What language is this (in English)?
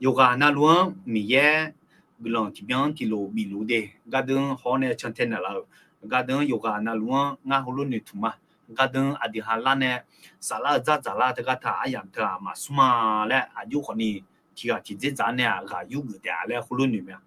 Akha